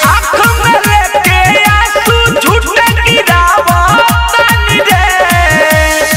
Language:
Bhojpuri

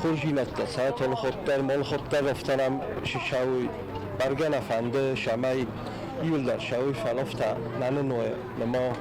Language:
Ossetic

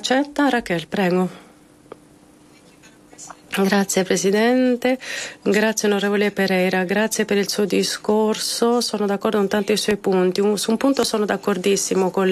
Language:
Italian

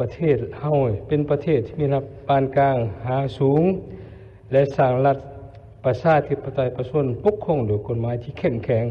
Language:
Lao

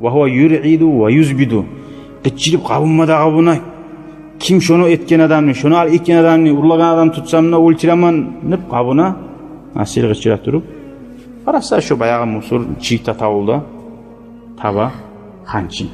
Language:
Kumyk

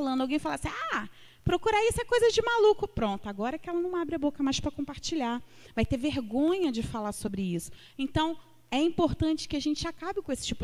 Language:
Portuguese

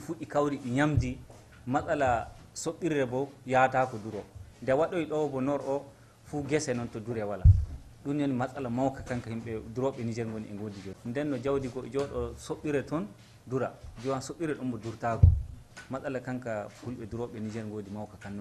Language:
Fula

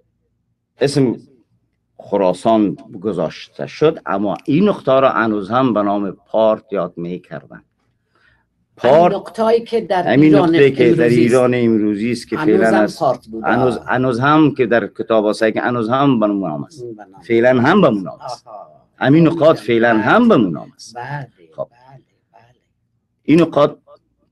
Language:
Persian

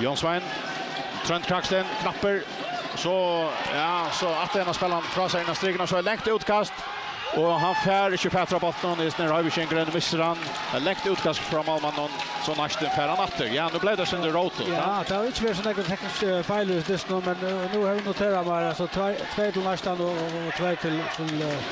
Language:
Faroese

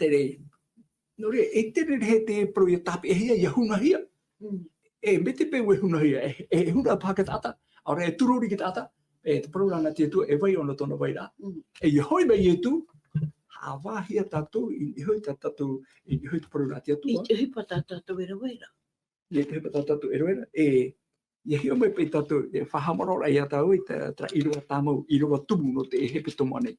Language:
Tahitian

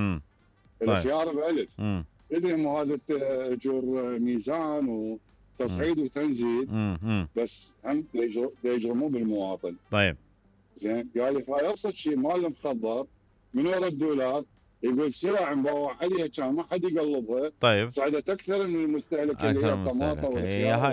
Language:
Mesopotamian Arabic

